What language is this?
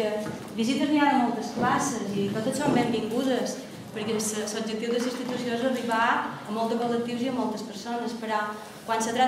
Catalan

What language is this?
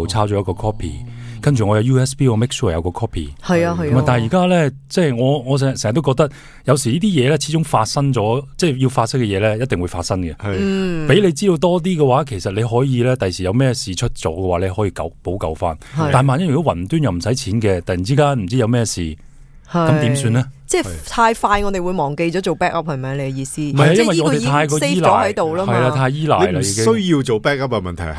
Cantonese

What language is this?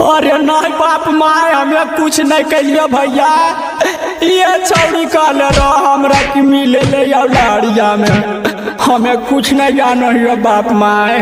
Magahi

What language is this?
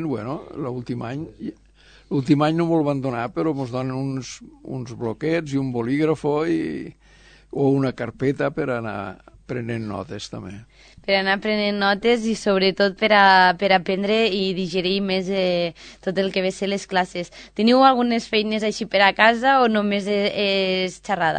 Catalan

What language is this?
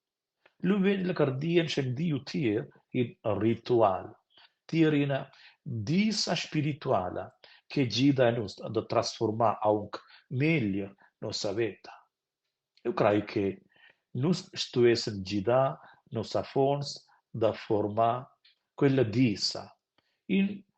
Romansh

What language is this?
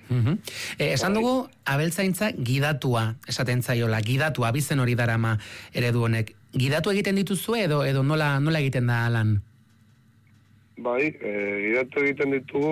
Basque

